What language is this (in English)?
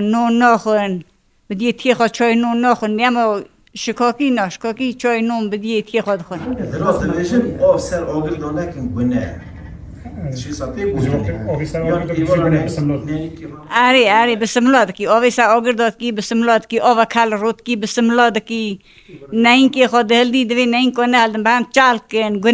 Kurdish